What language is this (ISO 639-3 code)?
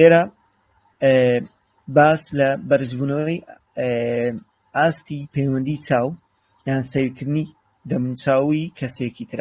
ckb